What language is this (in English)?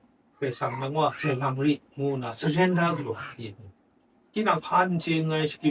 Kachin